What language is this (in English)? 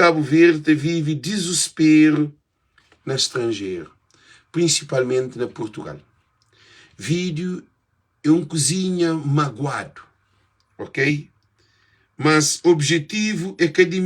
Kabuverdianu